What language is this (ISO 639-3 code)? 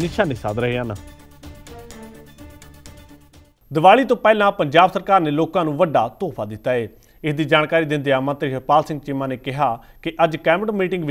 pan